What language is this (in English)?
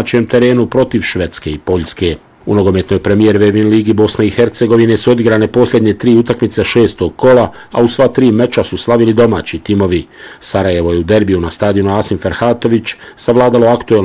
Bosnian